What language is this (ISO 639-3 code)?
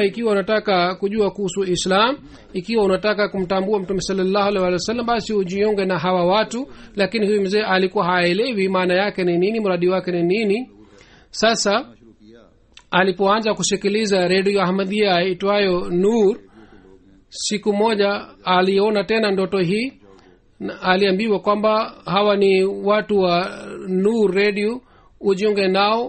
swa